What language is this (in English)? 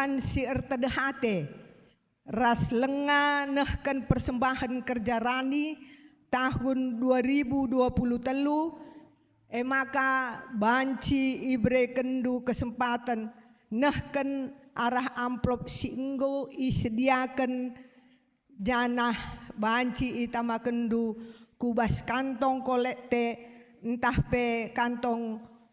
Batak Karo